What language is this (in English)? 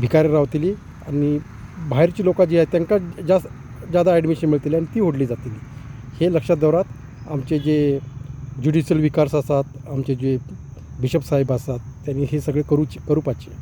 Konkani